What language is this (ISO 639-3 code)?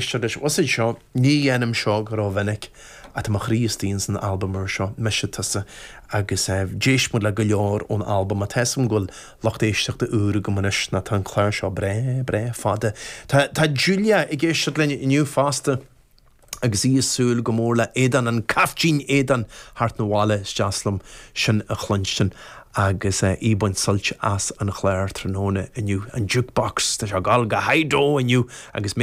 gle